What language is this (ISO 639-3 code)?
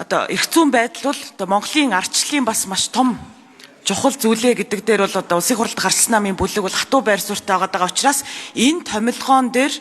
mon